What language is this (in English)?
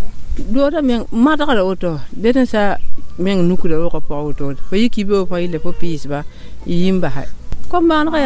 Mossi